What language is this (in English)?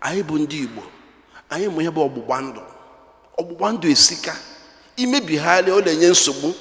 Igbo